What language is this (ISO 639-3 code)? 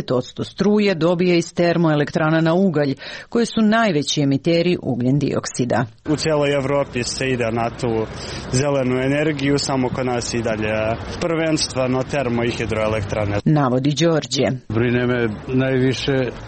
srp